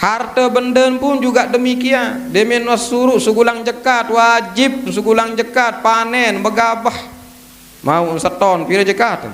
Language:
Sasak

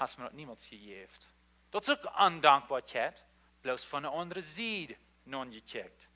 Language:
Plautdietsch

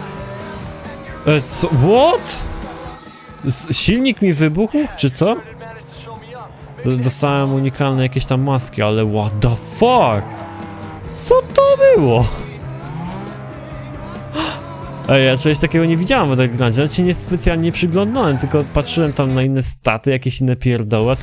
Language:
Polish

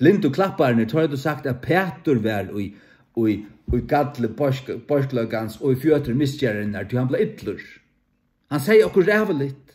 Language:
Faroese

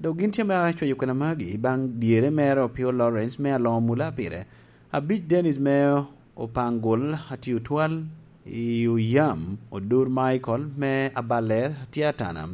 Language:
Lango (Uganda)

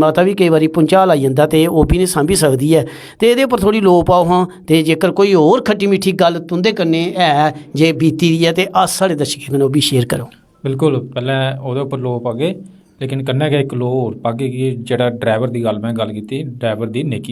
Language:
Dogri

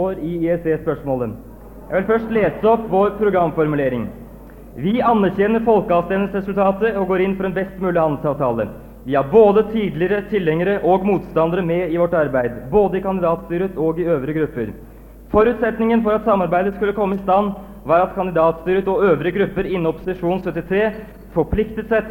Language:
Norwegian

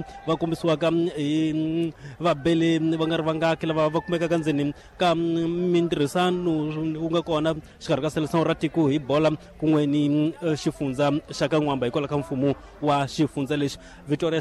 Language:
Tsonga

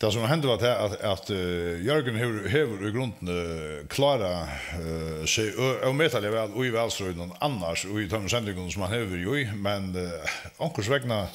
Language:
Faroese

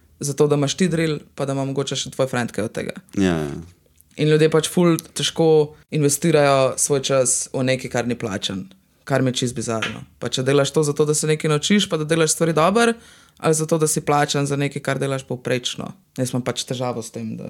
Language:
Slovenian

